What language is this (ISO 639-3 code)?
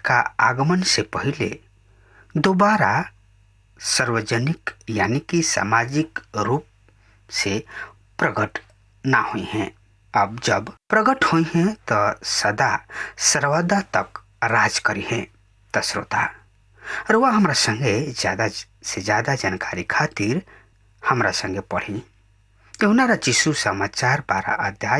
bho